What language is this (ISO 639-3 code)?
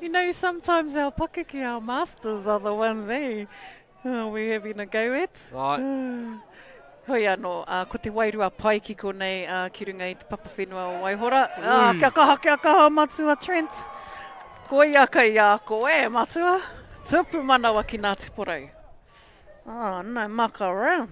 mri